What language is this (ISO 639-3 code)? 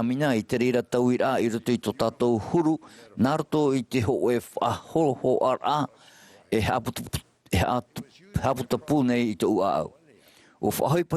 tah